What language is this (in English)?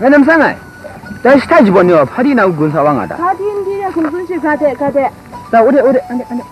Kachin